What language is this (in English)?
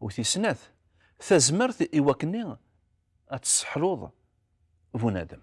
Kabyle